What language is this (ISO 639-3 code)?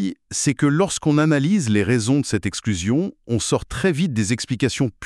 fra